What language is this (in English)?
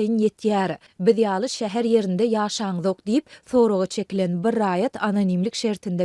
Turkmen